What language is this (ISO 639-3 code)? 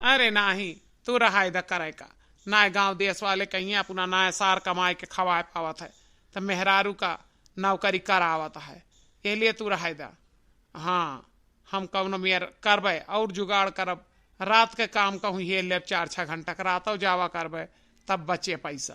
awa